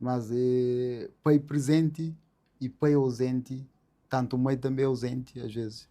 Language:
Kabuverdianu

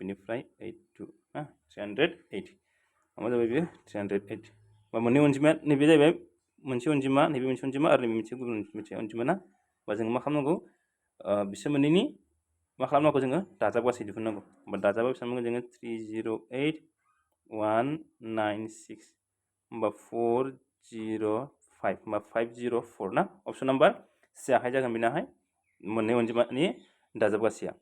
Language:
Bodo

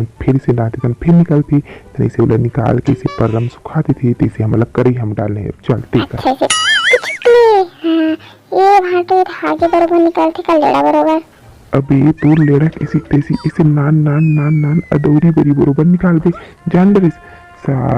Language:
Chhattisgarhi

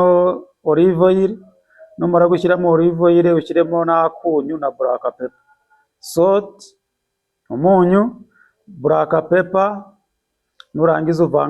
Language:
Kinyarwanda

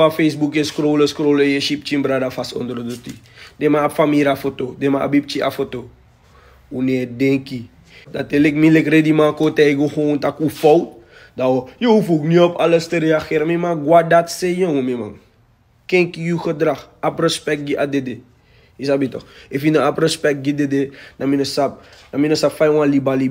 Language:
Sranan Tongo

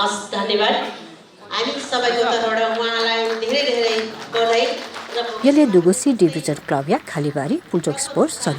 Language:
Newari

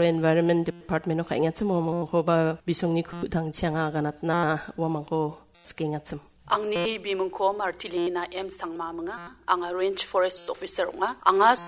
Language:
Garo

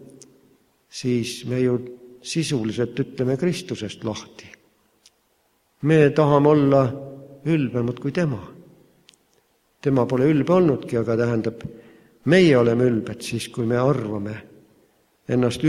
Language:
Estonian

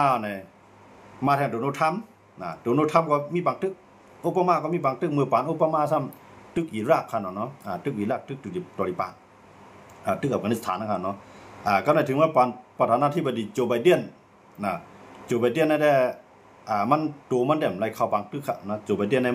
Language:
Shan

